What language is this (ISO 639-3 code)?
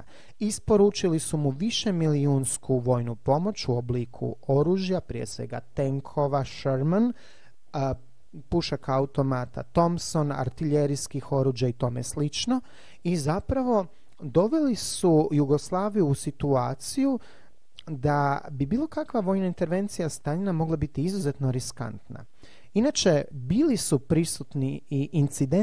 hrv